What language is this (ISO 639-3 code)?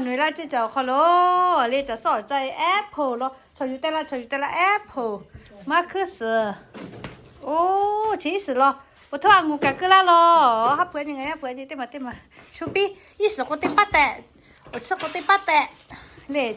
lhu